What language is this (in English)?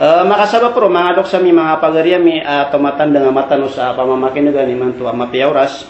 Maranao